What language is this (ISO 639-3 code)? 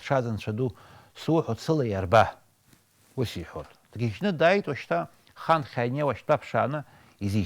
abk